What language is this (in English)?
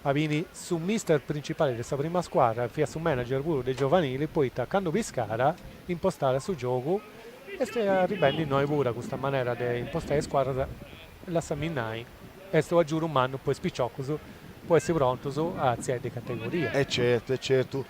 Sardinian